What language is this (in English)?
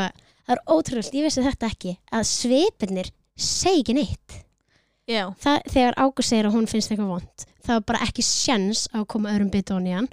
Icelandic